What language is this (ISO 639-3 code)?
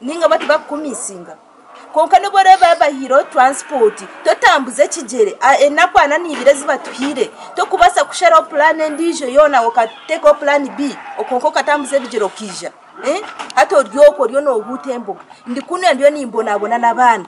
nyn